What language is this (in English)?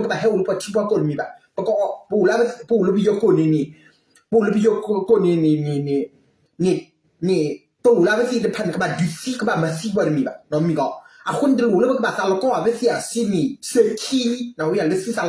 S'gaw Karen